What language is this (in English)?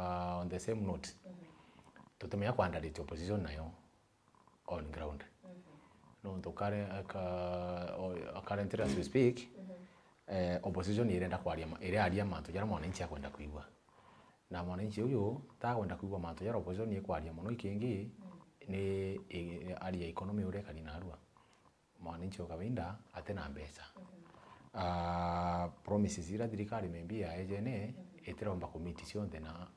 Meru